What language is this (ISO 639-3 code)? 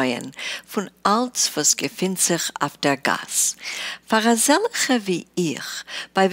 yid